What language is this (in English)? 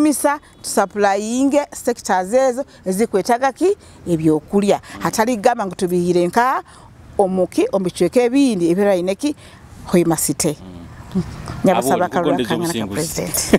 Nyoro